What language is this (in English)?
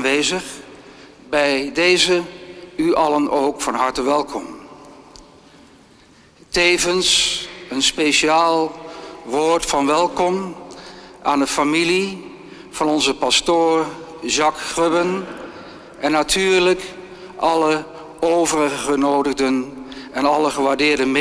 Dutch